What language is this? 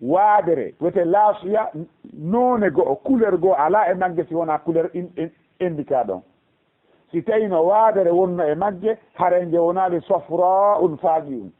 Fula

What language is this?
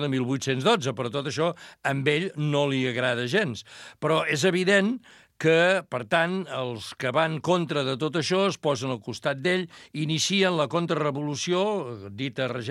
Catalan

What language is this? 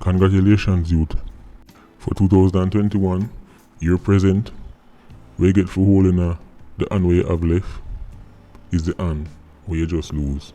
Jamaican Creole English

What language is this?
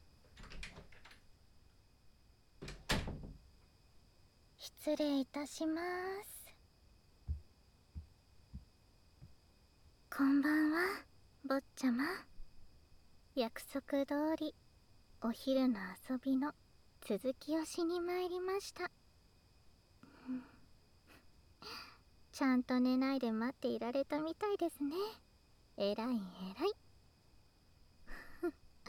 Japanese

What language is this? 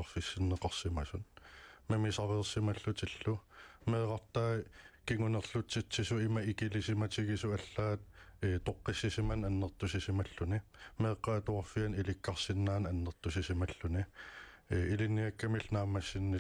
Kalaallisut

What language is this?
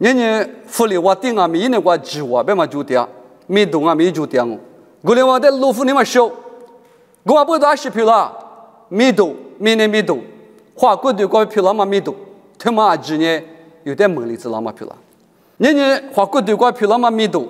Lisu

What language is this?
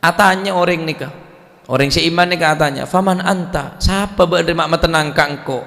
Madurese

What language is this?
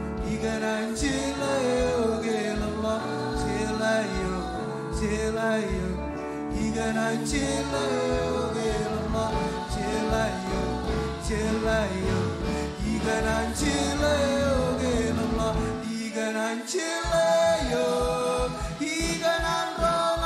Marshallese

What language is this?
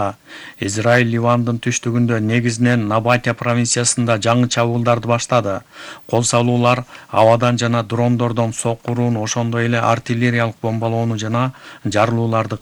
Kyrgyz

